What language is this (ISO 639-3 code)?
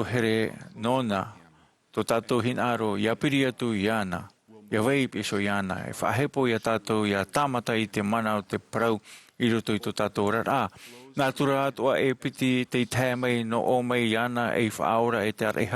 tah